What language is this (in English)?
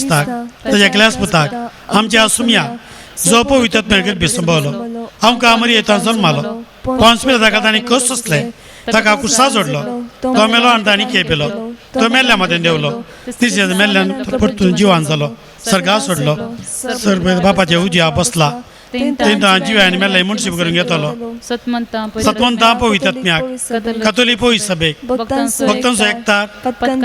Konkani